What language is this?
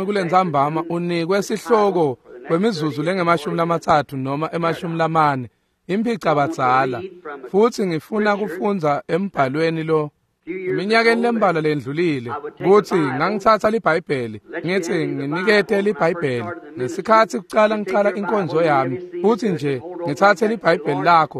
Swati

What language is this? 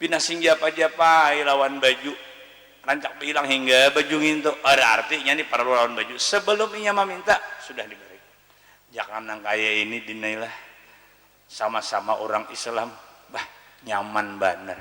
Banjar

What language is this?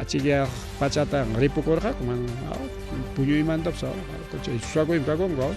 Ayacucho Quechua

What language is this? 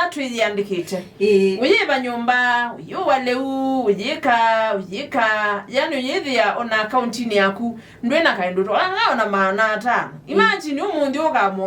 Kamba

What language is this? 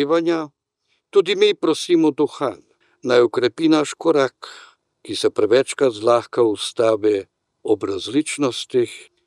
Slovenian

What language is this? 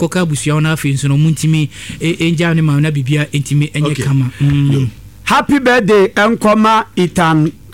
Akan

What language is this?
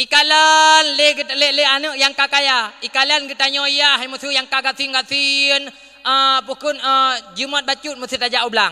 Achinese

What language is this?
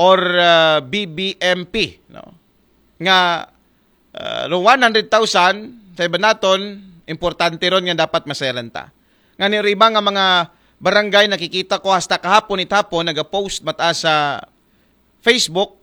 Aklanon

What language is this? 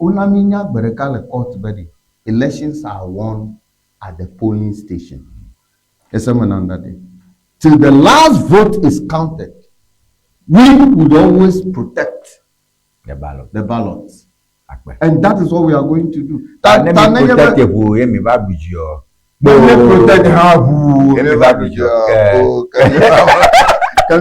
Ewe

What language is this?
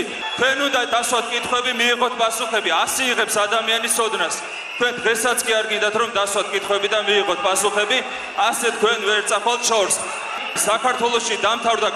Georgian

